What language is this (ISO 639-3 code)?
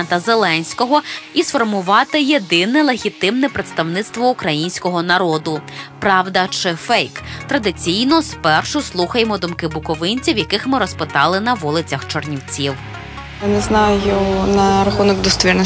ukr